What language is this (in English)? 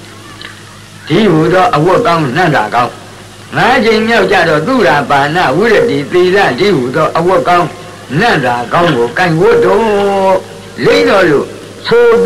Burmese